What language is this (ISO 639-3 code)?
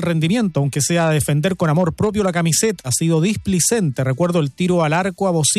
spa